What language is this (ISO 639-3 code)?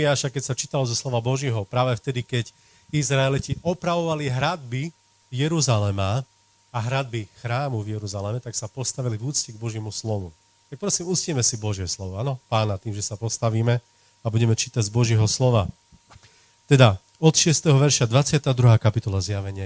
slk